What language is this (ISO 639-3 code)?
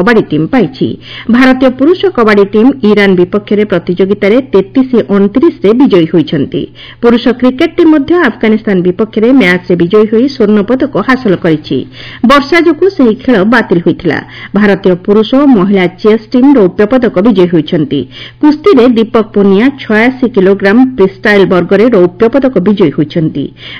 ori